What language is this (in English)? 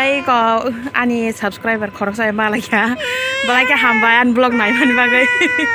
Kok Borok